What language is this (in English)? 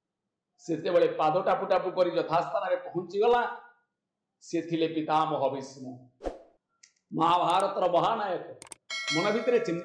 Odia